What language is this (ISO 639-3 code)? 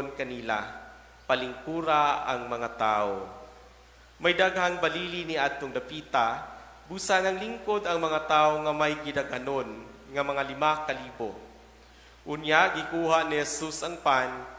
ceb